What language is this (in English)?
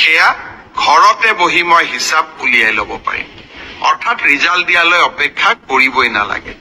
Assamese